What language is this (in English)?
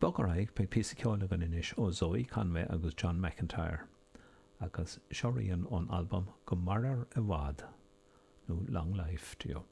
Irish